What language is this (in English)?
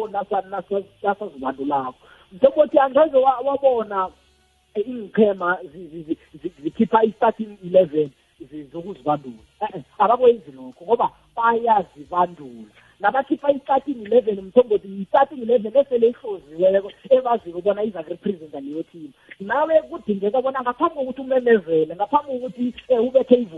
South Ndebele